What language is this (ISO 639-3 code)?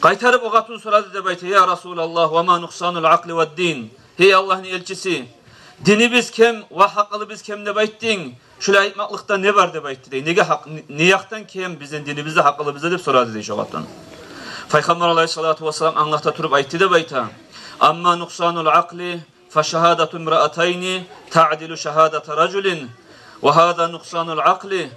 kum